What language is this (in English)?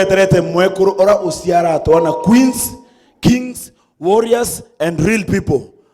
Meru